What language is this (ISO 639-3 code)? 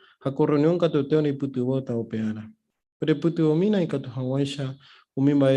grn